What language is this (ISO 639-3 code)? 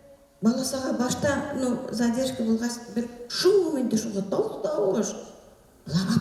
bak